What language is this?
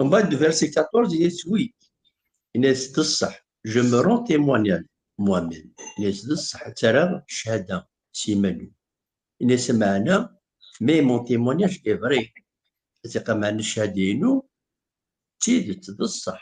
Kabyle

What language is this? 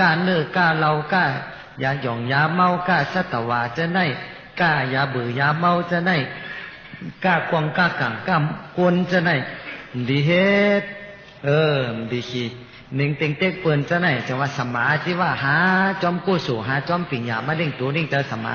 Shan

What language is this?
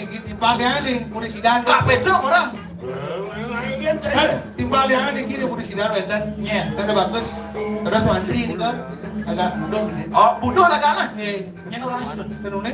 Balinese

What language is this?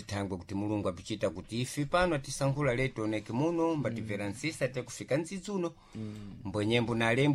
Sena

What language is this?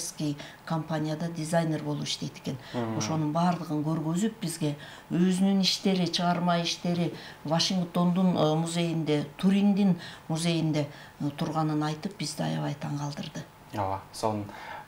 Kyrgyz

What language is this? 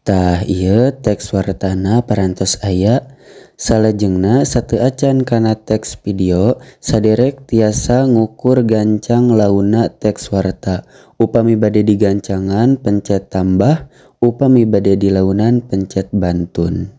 Sundanese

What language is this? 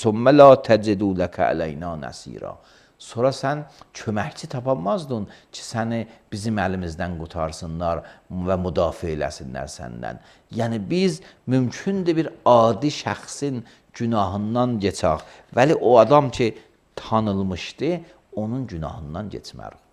Azerbaijani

